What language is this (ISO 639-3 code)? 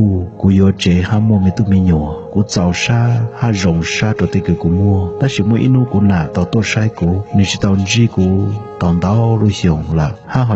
hmn